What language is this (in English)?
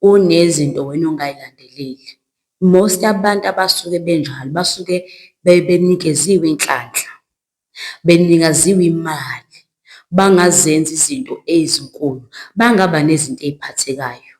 Zulu